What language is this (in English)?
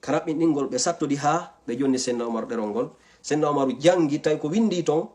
Fula